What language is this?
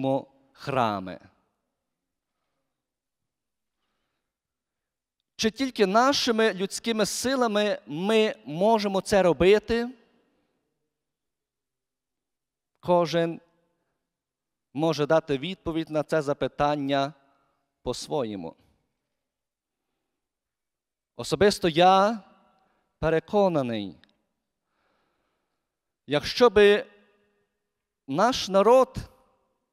Ukrainian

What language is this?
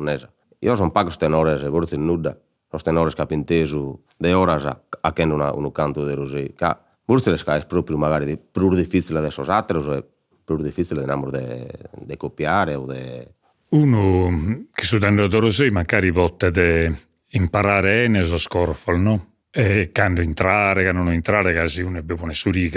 Sardinian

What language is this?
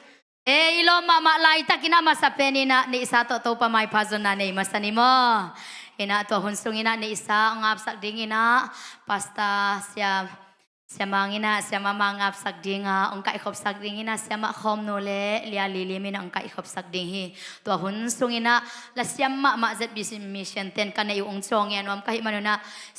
Tedim Chin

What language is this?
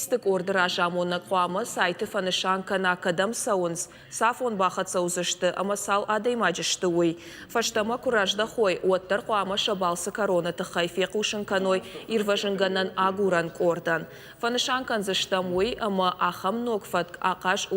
Ossetic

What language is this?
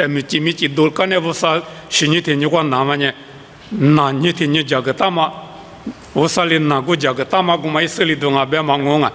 Lisu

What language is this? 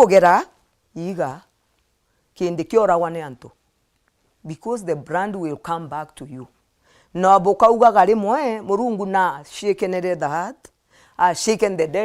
Meru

